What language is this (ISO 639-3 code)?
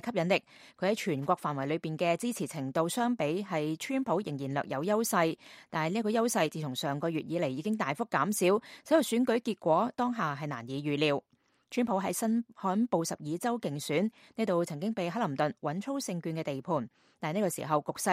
yue